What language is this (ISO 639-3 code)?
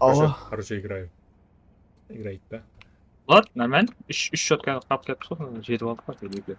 kaa